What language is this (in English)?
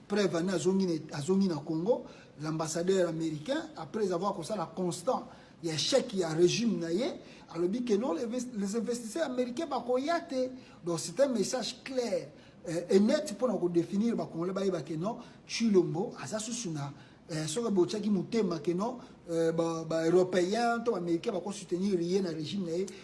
Lingala